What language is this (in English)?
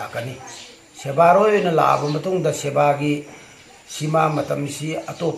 Manipuri